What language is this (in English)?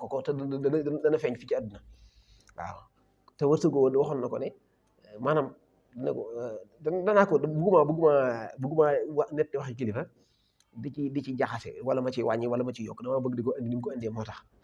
Wolof